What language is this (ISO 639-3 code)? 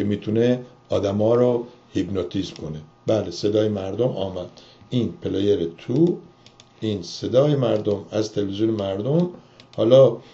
fas